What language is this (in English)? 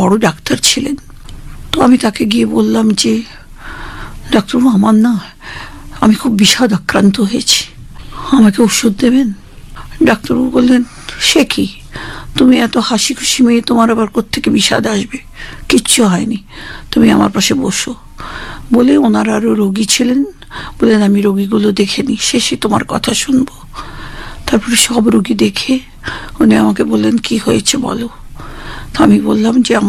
Bangla